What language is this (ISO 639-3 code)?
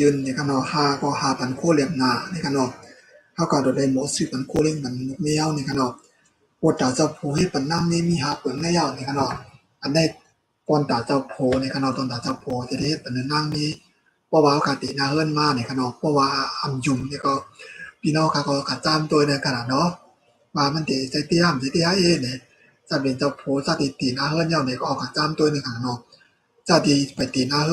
shn